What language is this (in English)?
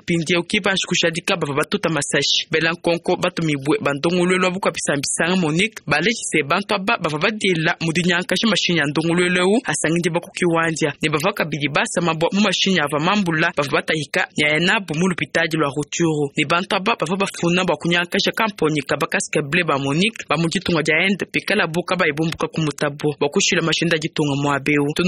Luba-Lulua